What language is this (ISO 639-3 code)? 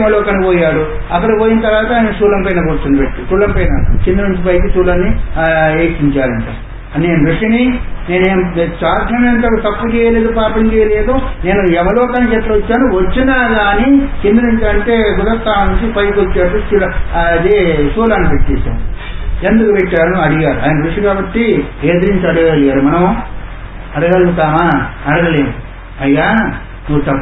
tel